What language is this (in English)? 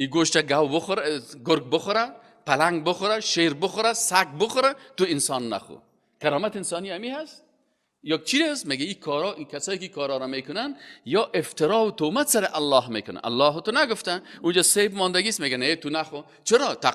Persian